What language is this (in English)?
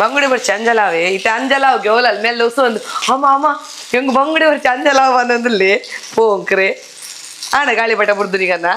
Tulu